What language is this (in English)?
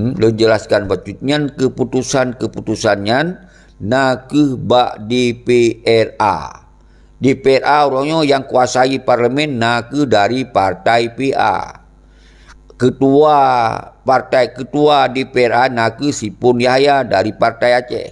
Achinese